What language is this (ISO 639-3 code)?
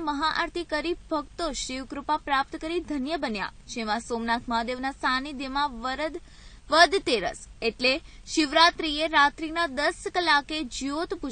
guj